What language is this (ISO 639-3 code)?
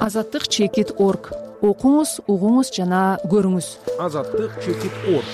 kir